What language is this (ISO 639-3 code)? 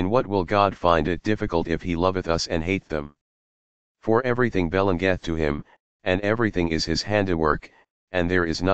eng